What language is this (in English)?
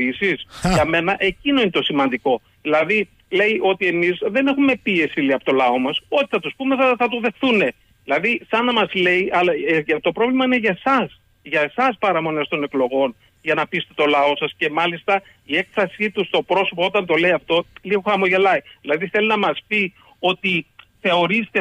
Greek